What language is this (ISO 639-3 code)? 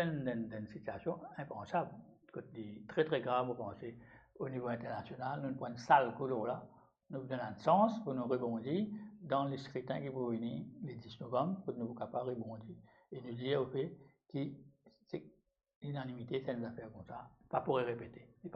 mfe